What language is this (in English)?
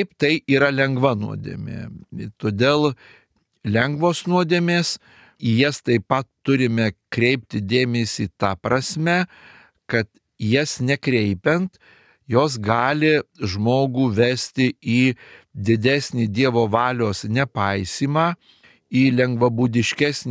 Lithuanian